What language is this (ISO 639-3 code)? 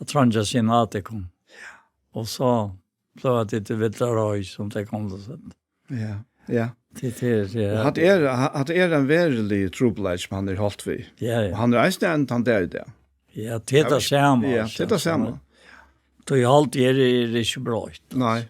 fao